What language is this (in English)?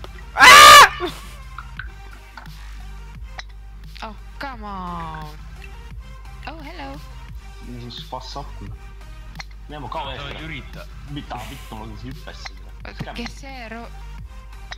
Estonian